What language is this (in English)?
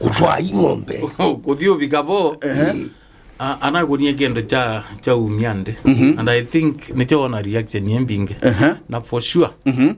Kamba